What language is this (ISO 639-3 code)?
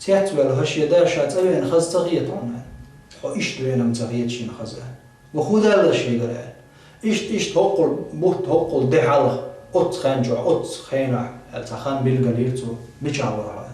che